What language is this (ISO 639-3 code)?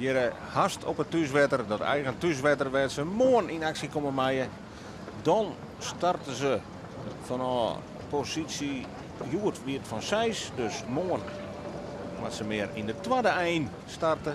fry